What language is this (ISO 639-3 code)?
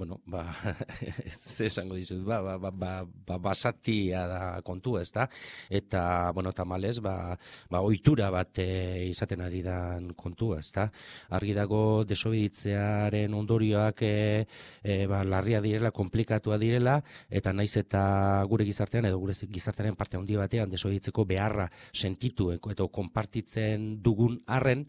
eus